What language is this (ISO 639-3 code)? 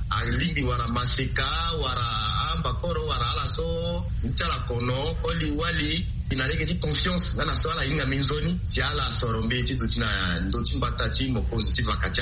sag